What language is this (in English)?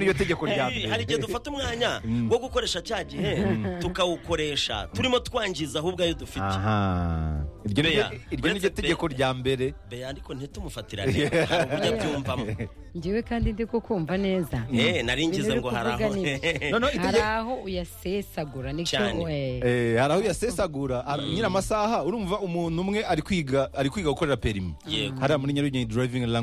Kinyarwanda